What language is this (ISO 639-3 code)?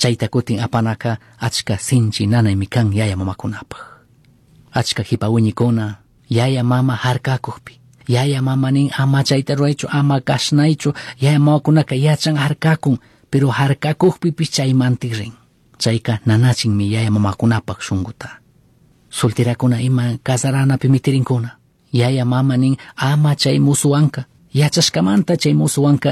qug